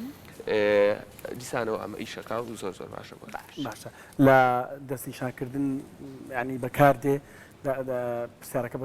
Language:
Central Kurdish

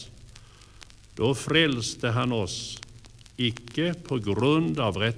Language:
Swedish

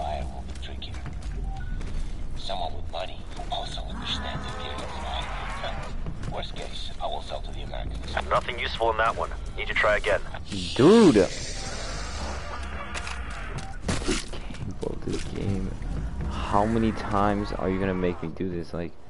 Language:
English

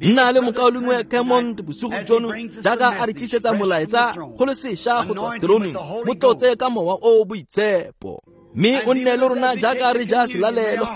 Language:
Tswana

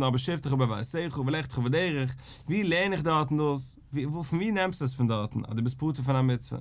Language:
Yiddish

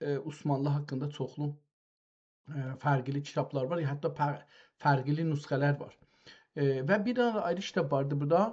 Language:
South Azerbaijani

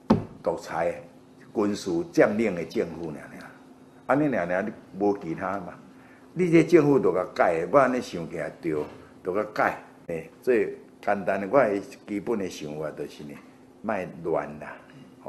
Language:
Min Nan Chinese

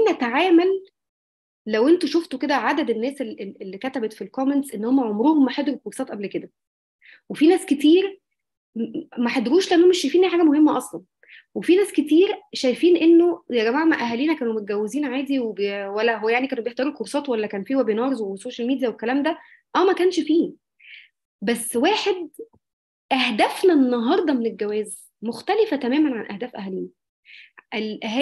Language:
Egyptian Arabic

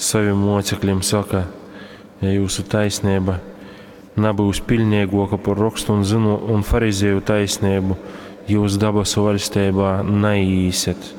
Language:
Latgalian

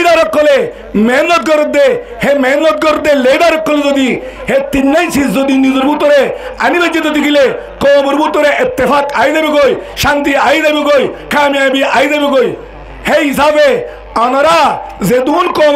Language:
Rohingya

